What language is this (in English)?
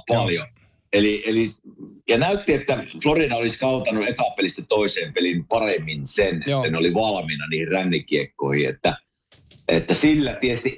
Finnish